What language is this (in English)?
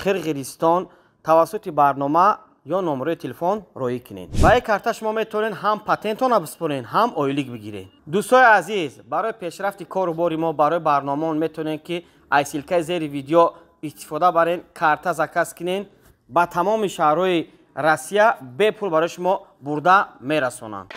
Tajik